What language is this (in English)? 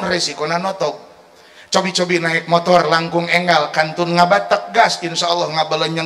Sundanese